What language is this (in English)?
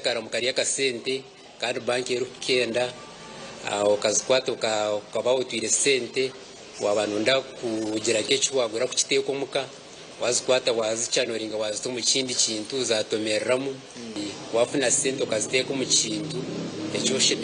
Nyankole